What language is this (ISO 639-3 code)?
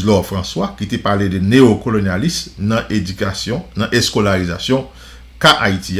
hat